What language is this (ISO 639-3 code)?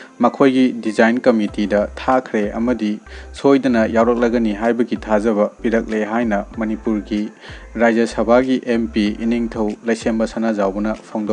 mni